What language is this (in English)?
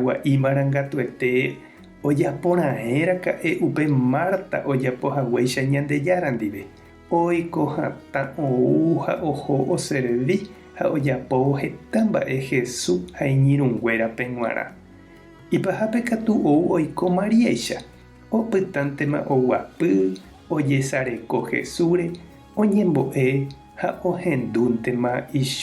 Guarani